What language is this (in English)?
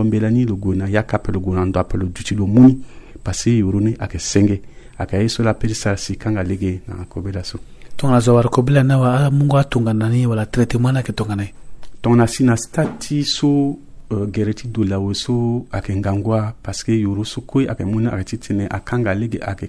Sango